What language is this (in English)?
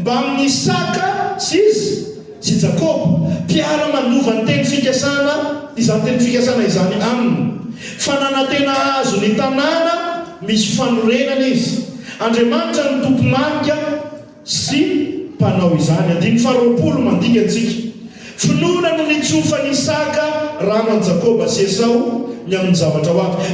Malagasy